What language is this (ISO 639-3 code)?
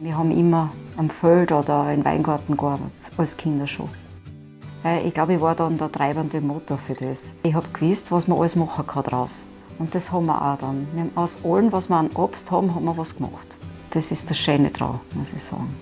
bar